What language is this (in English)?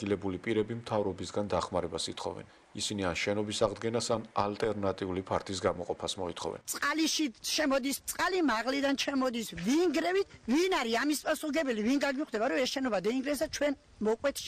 Georgian